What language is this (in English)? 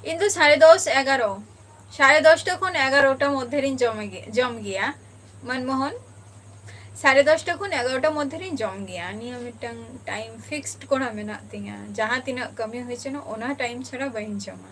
Santali